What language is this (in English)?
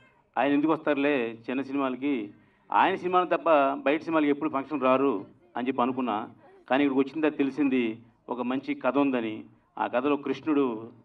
Telugu